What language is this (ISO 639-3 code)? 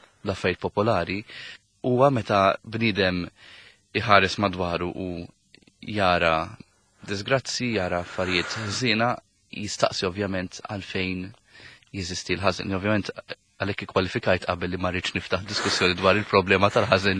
mlt